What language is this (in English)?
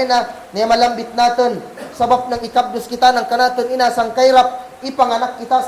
Kagan Kalagan